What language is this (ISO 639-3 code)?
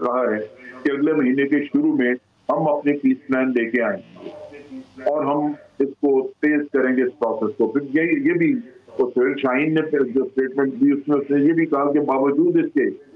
urd